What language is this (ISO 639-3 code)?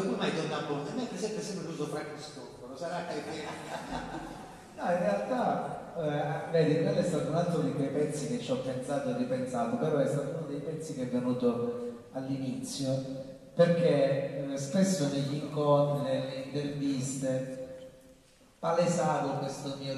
ita